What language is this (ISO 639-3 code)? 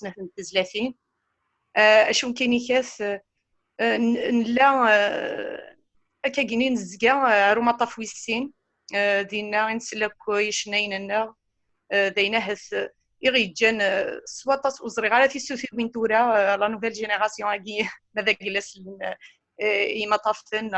kab